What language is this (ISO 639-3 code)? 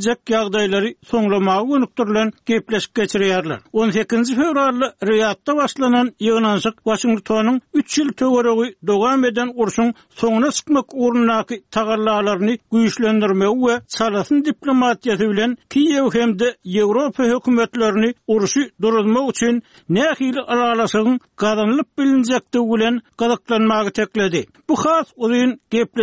tuk